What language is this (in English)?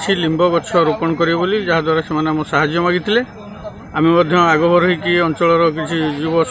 Odia